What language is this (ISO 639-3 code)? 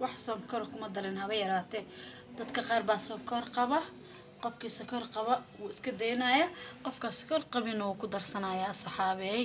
som